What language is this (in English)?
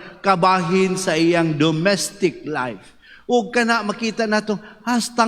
Cebuano